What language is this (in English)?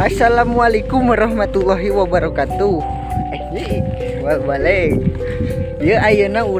Sundanese